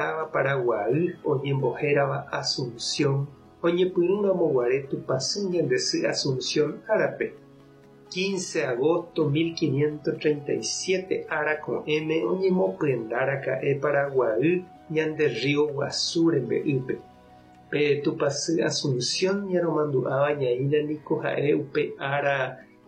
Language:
Guarani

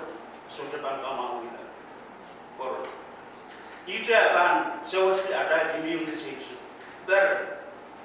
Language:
Pohnpeian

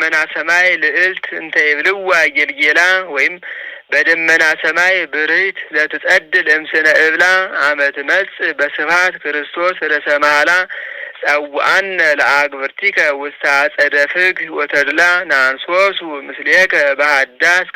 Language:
Geez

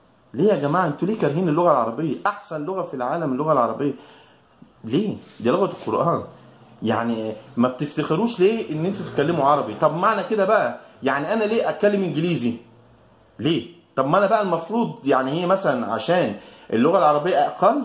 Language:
Egyptian Arabic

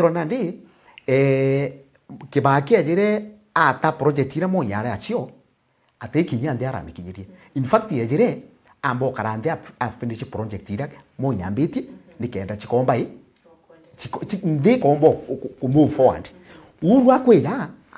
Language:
Meru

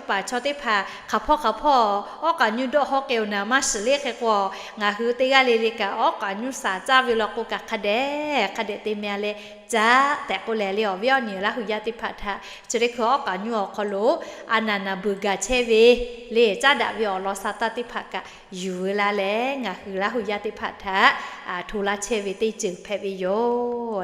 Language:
Lahu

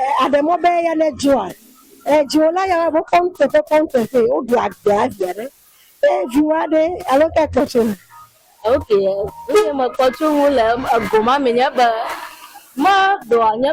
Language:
Ewe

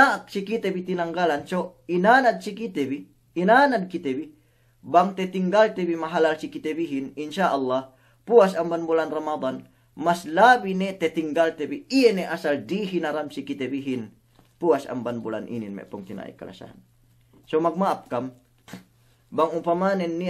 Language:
Yakan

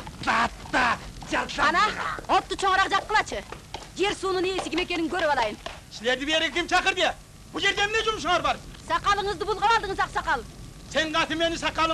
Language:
Kyrgyz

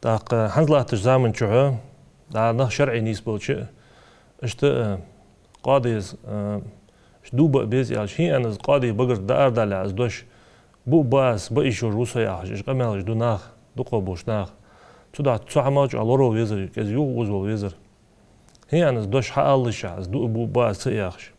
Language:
Ingush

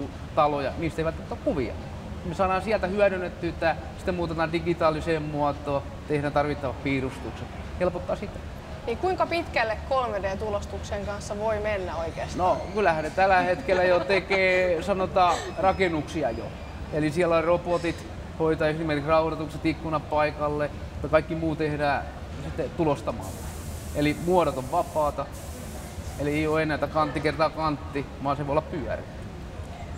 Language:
Finnish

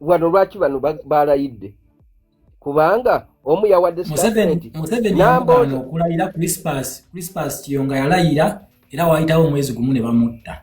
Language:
Ganda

